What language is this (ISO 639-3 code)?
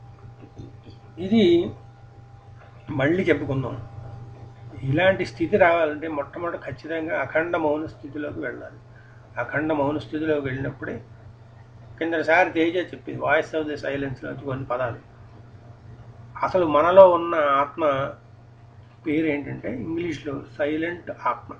tel